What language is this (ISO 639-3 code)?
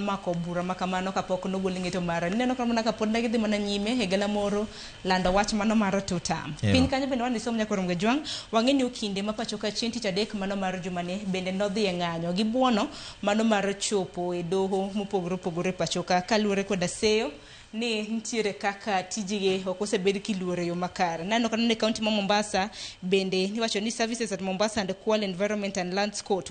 luo